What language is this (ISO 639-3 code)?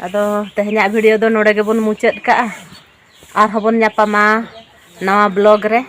sat